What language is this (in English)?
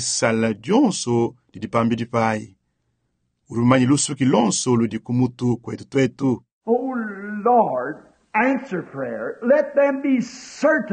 Luba-Lulua